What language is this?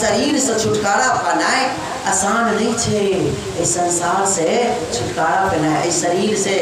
Maithili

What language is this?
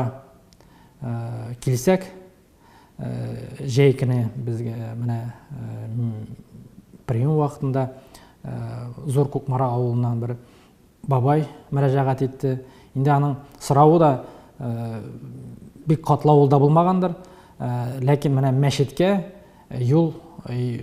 Tatar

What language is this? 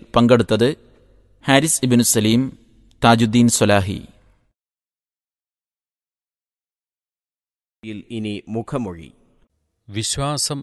Malayalam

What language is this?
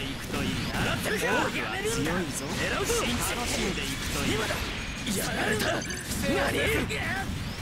Japanese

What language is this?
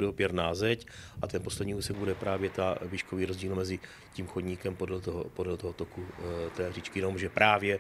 Czech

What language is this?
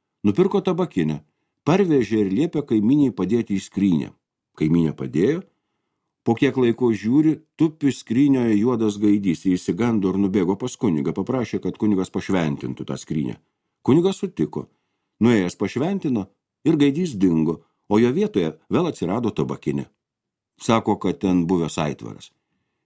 Lithuanian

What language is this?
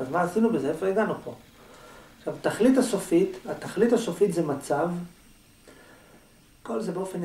Hebrew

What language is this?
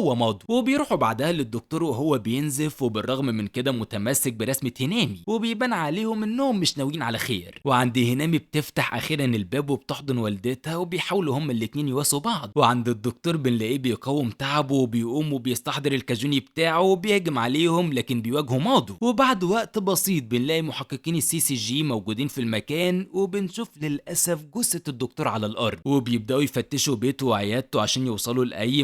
Egyptian Arabic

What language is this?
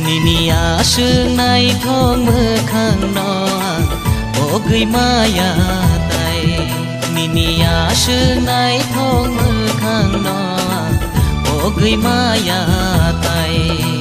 Kok Borok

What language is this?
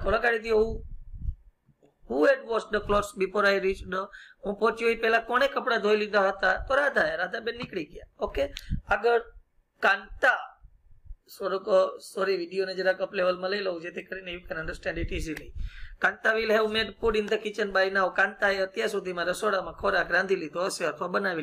Gujarati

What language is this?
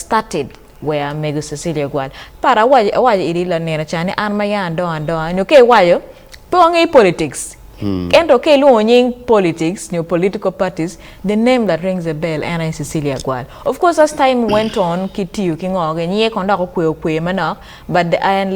Acoli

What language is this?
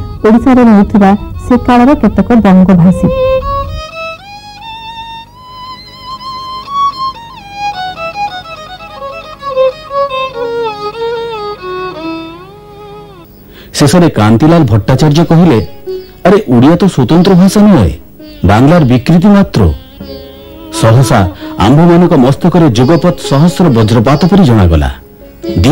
Odia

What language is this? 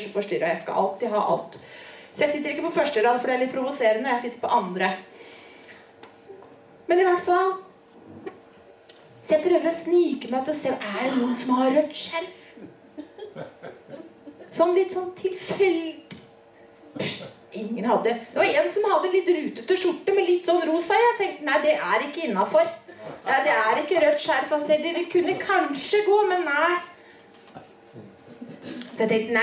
Norwegian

